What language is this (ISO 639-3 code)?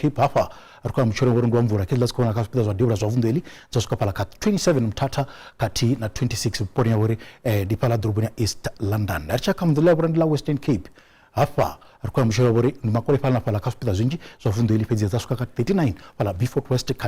ven